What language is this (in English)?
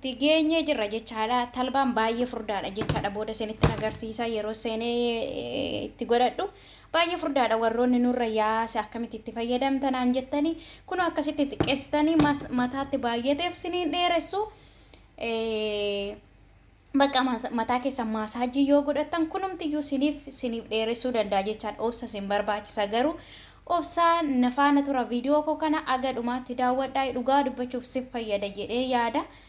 Oromo